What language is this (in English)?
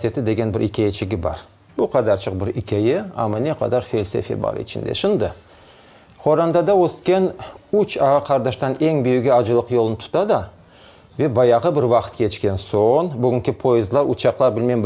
Crimean Tatar